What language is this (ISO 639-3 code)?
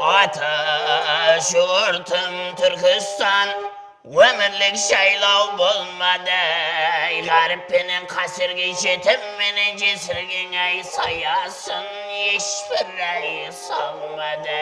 kaa